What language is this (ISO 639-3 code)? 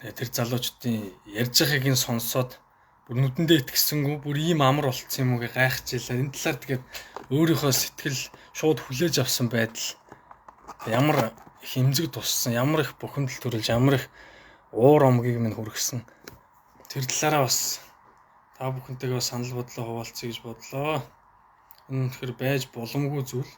mon